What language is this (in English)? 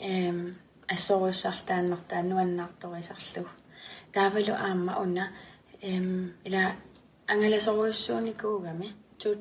Kalaallisut